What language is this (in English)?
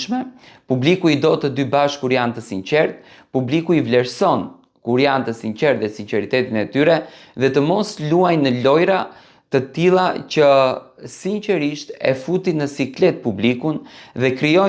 Albanian